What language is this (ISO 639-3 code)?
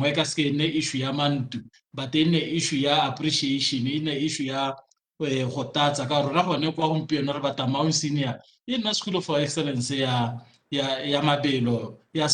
tsn